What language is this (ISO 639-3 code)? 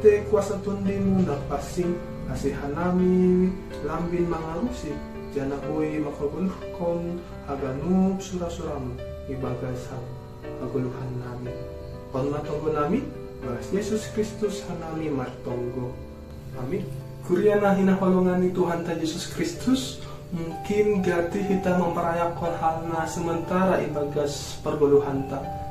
bts